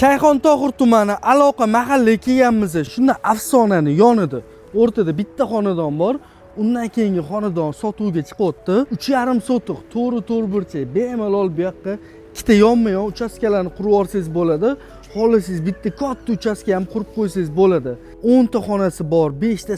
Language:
Uzbek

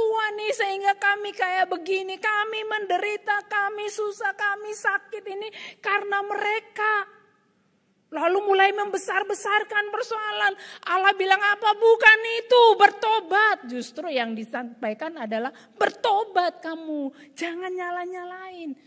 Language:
Indonesian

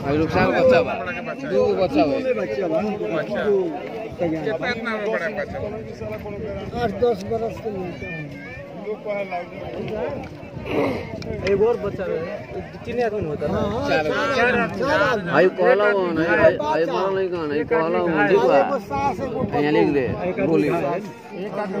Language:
Bhojpuri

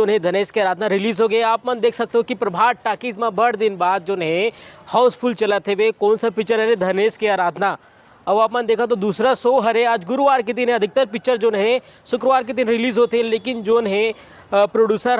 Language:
Chhattisgarhi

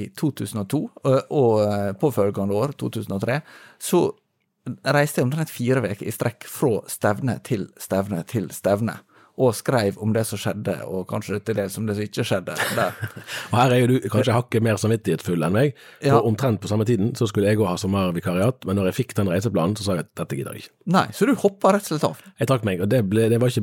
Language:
Norwegian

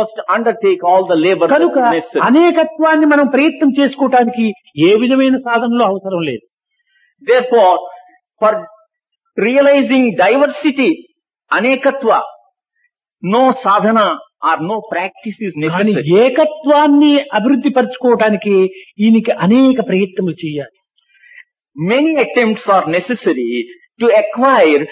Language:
Telugu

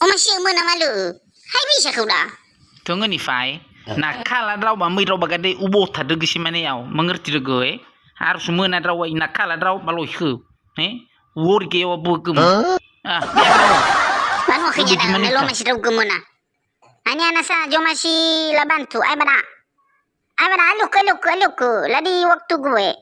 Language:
Nias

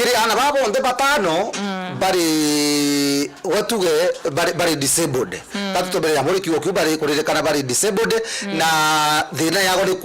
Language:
Meru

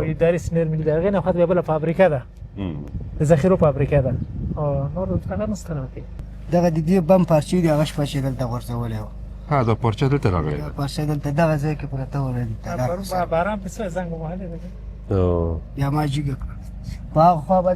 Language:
Pashto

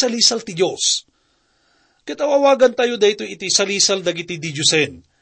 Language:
Iloko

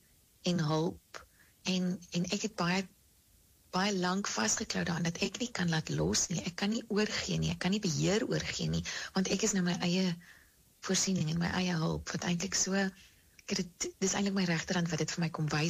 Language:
Afrikaans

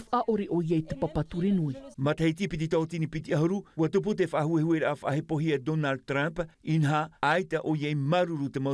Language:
Tahitian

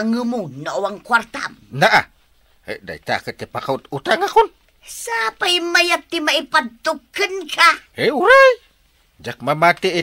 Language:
Iloko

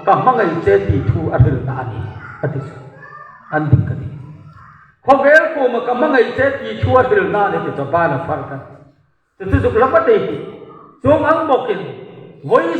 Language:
Hmar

